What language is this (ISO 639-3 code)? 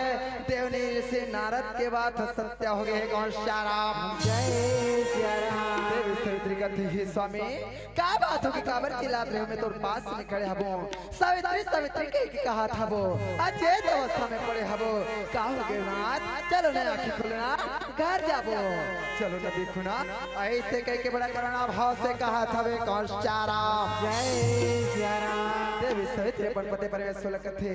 hne